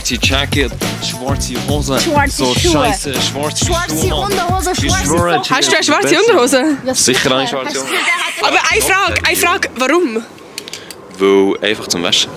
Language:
Swiss German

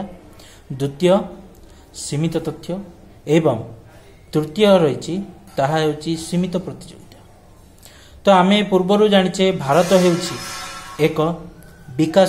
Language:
Odia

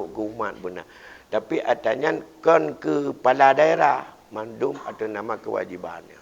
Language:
Achinese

